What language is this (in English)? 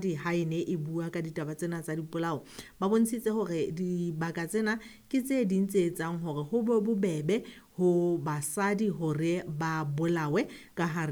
Southern Sotho